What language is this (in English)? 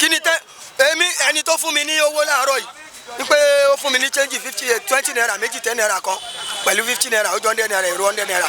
Yoruba